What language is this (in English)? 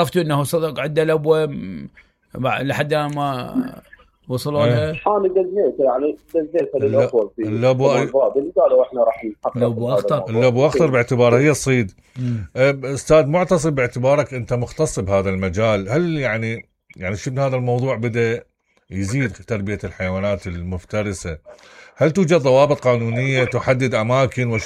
Mesopotamian Arabic